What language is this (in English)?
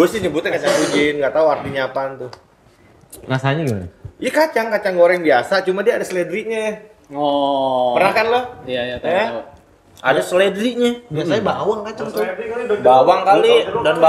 Indonesian